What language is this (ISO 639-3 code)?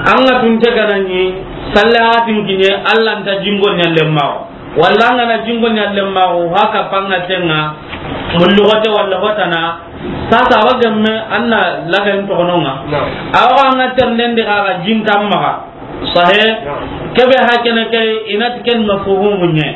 snk